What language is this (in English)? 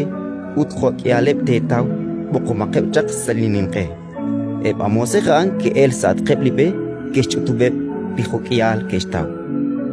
Kekchí